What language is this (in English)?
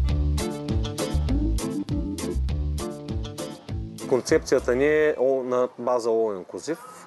Bulgarian